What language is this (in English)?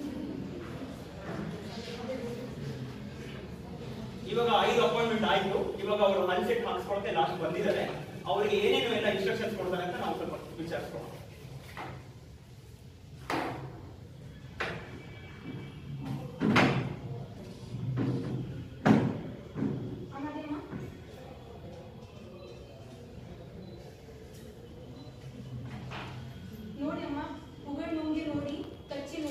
Kannada